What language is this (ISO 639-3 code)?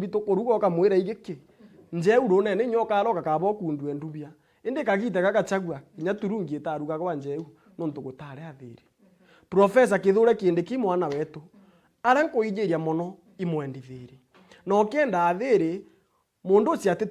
mer